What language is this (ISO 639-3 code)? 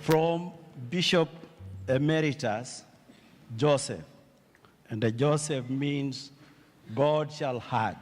kam